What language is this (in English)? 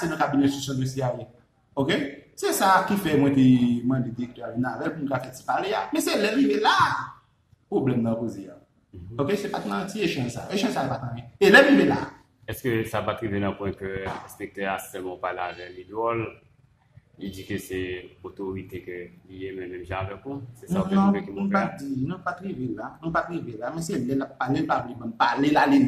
Haitian Creole